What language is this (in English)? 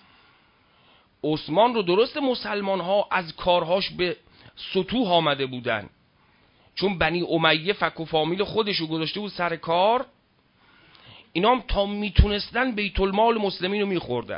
Persian